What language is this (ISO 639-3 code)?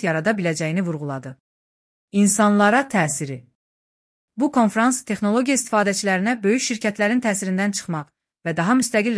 aze